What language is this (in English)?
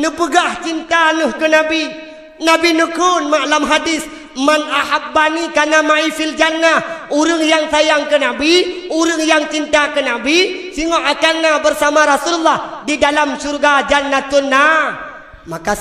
Achinese